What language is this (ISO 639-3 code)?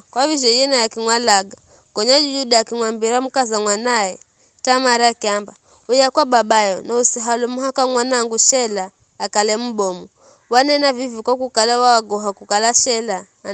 nyf